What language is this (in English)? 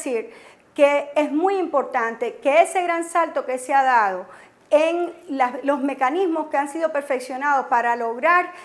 Spanish